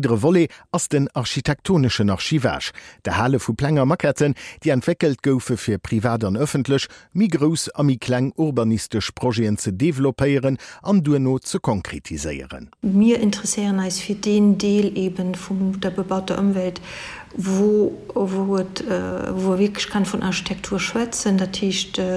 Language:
Luxembourgish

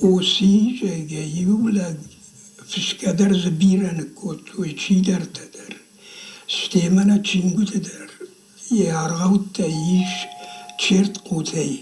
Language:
Ossetic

